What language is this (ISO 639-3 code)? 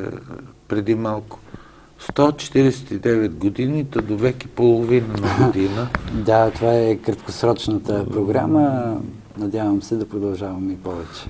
bul